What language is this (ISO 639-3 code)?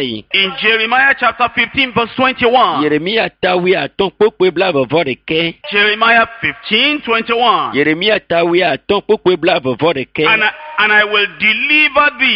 ewe